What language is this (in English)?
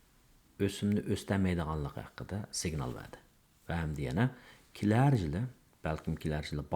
Uyghur